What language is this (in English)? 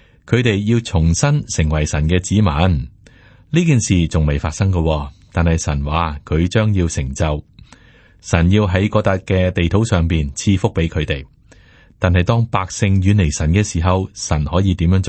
Cantonese